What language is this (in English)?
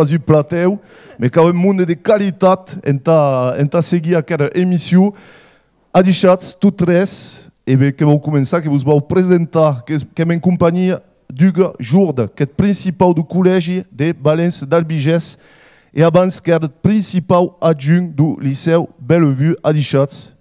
Occitan